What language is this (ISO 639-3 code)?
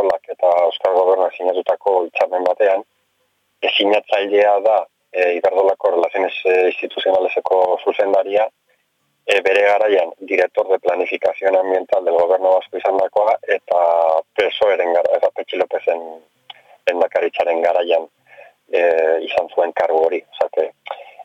eus